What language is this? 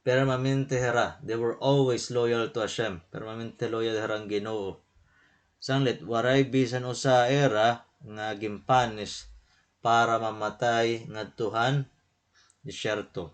Waray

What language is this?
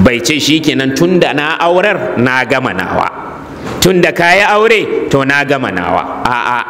Hausa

